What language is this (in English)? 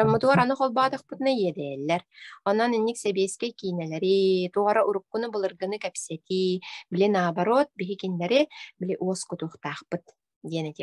Yakut